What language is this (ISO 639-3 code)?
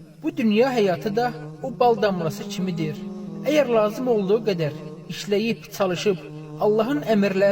aze